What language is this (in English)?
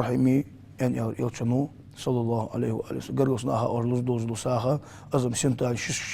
Ingush